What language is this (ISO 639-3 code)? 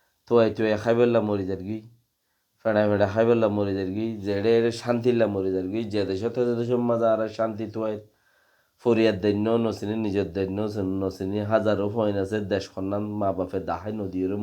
rhg